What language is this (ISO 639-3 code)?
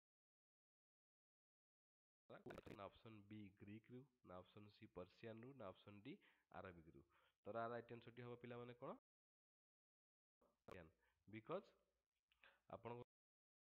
ori